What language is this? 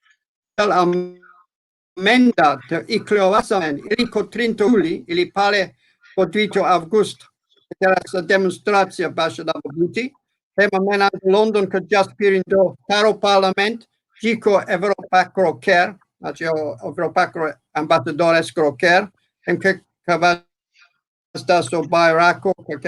Balkan Romani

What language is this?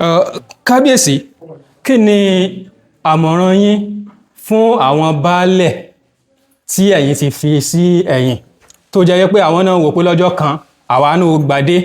Yoruba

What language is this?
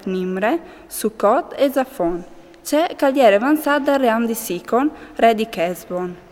Friulian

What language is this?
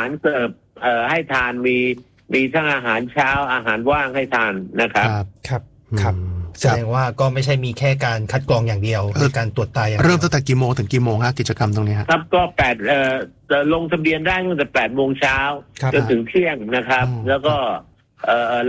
Thai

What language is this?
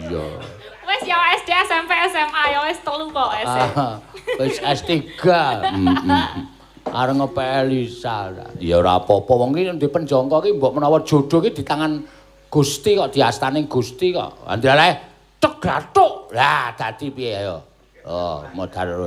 Javanese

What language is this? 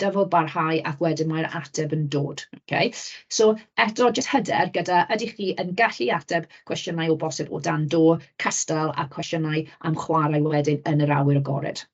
Welsh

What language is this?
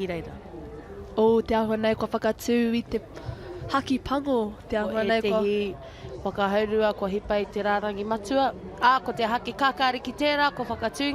Māori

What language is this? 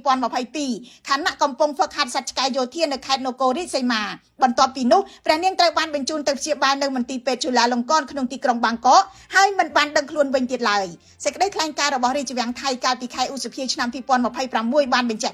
Khmer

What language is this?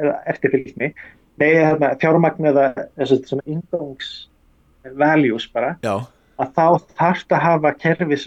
Icelandic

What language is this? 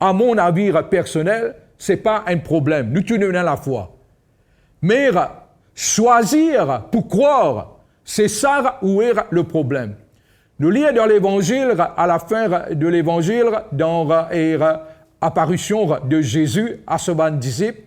Morisyen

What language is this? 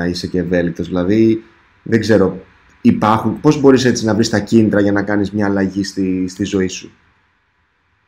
Greek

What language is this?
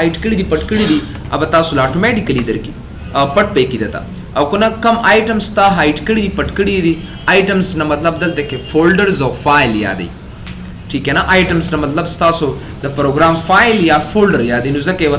Pashto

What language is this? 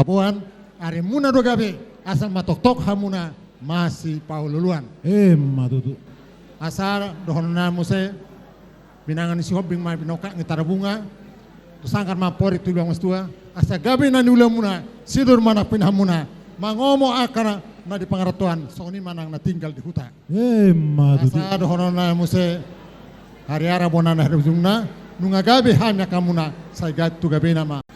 Batak Toba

